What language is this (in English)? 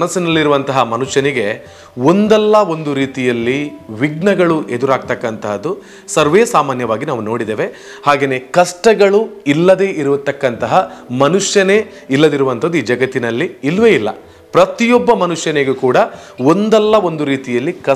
Kannada